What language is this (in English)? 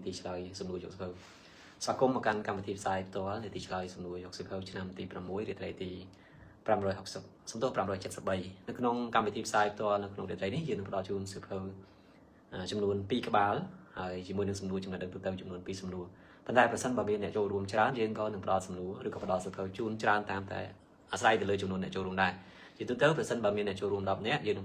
Khmer